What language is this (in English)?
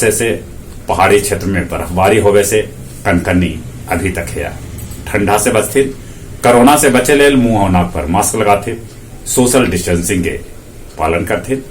Magahi